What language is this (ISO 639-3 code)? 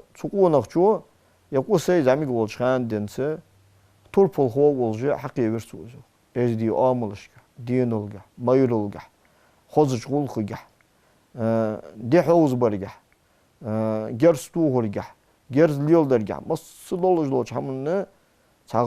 inh